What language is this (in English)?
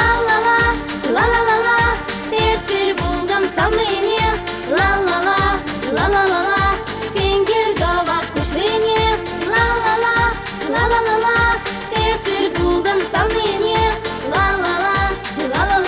Chuvash